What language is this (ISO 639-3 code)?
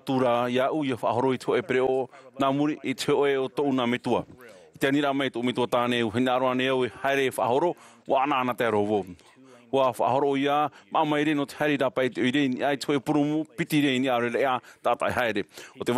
tah